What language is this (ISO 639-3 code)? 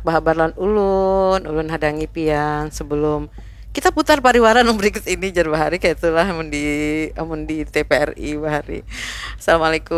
bjn